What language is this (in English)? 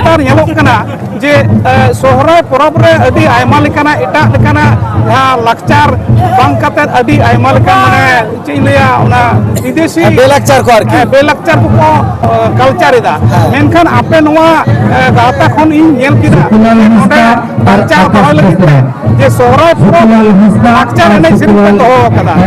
Santali